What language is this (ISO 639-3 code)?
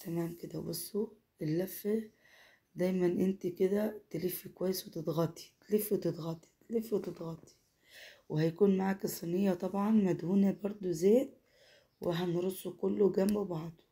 arz